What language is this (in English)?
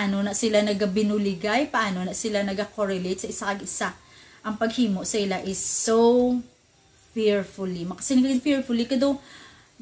Hiligaynon